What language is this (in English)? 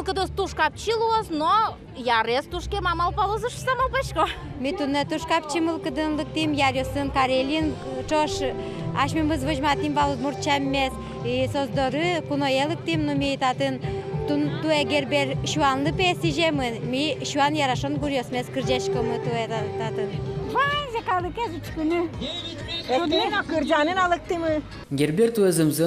Udmurt